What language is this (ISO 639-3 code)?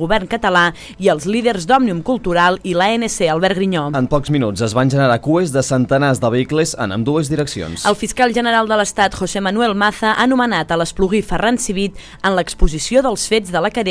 cat